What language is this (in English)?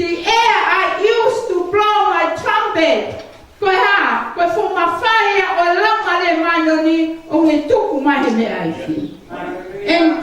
Tongan